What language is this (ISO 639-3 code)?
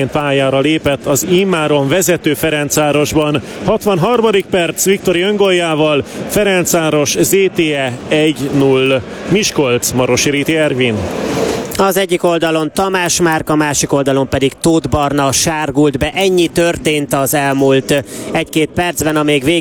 hun